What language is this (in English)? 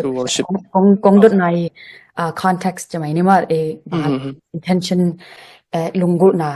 Tedim Chin